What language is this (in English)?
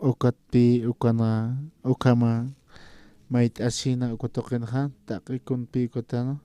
Aymara